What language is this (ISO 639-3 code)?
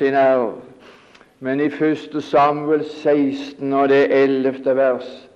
nor